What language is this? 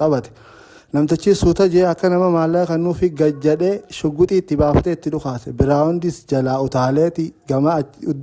Oromo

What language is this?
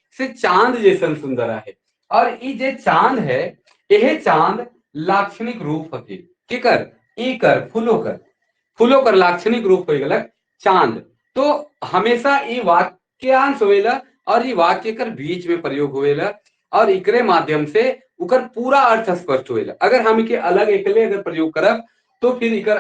Sadri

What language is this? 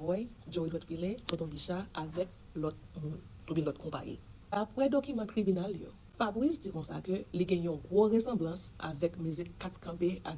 Haitian Creole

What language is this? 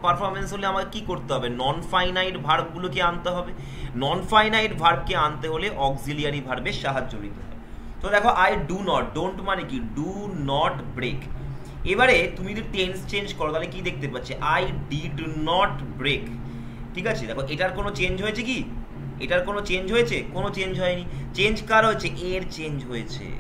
Bangla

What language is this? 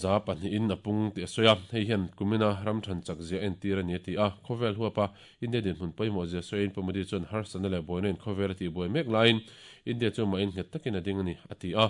Mizo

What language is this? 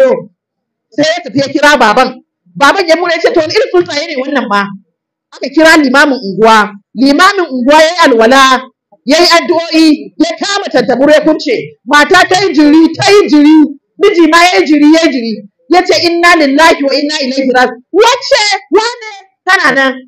Hausa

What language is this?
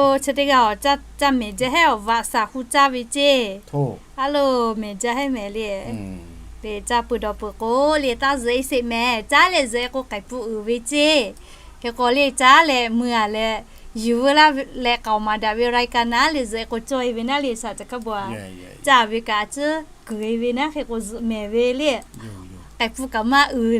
Lahu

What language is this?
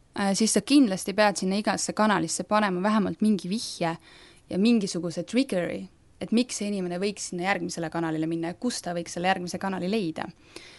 Estonian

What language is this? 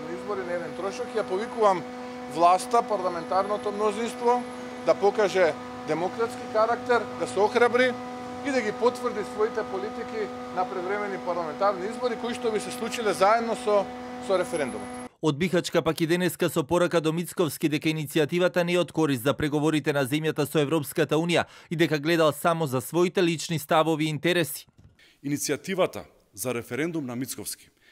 Macedonian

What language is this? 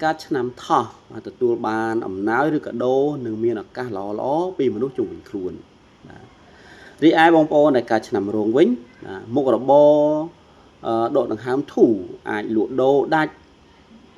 Khmer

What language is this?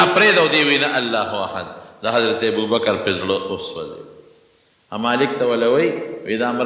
Pashto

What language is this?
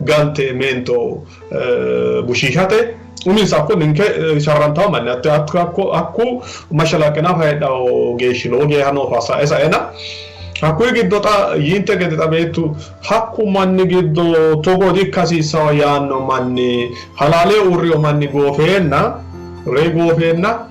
Sidamo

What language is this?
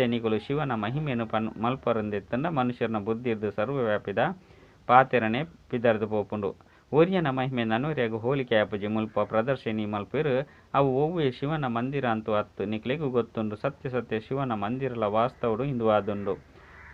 Tulu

